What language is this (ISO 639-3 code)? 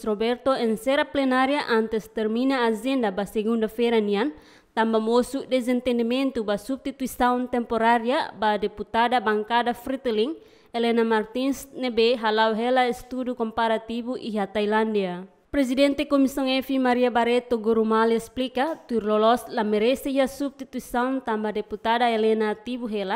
tet